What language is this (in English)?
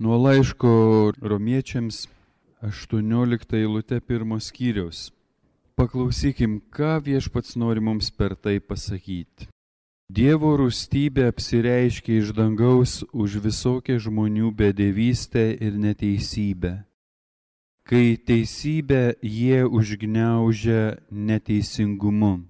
Lithuanian